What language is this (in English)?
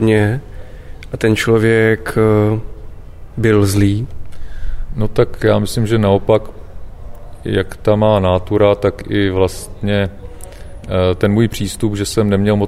Czech